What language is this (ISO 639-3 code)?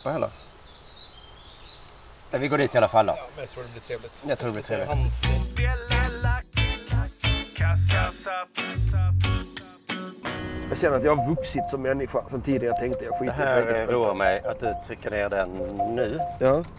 swe